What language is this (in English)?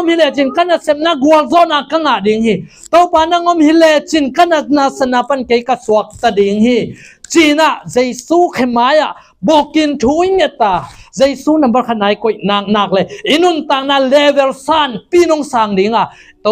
Tedim Chin